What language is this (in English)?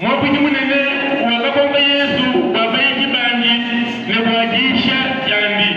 Luba-Lulua